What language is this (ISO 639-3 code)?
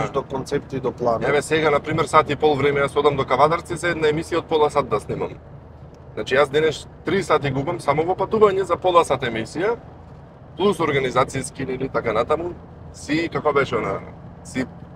mkd